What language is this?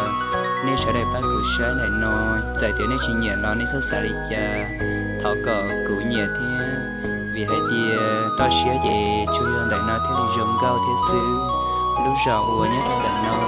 Hmong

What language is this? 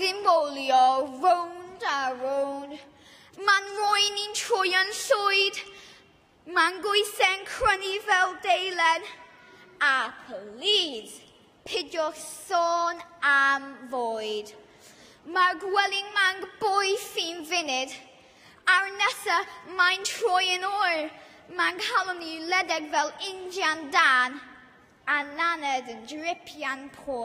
Welsh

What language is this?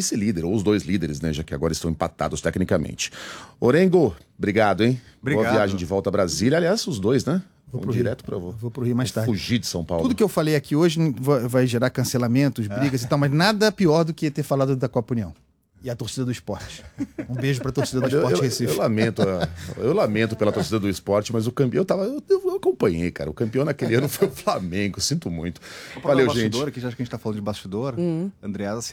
Portuguese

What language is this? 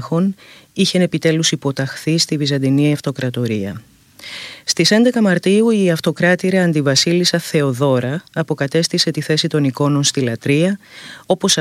Greek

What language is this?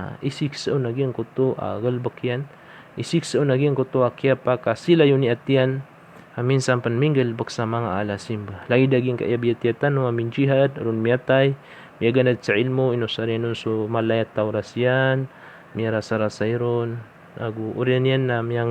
Maranao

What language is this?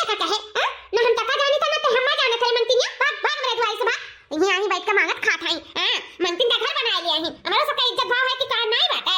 Awadhi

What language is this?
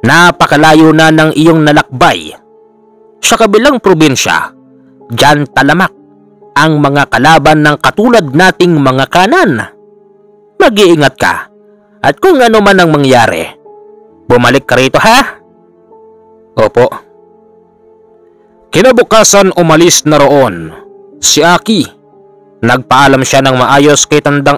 Filipino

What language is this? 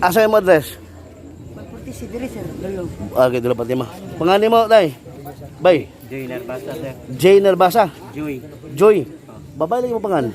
Cebuano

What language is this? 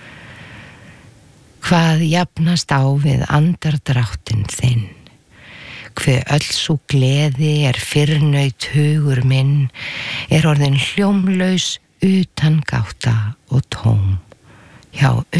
Icelandic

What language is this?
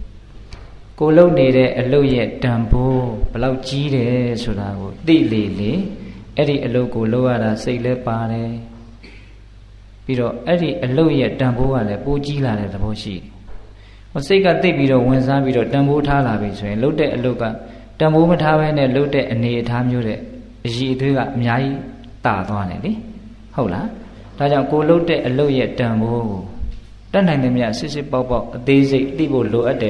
Burmese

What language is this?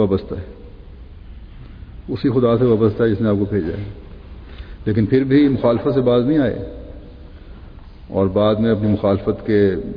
Urdu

